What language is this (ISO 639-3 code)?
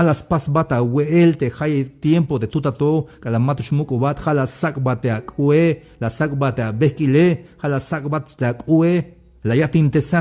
tzh